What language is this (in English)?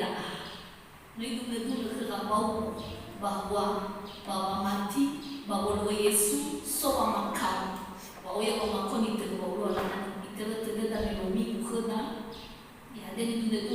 Nias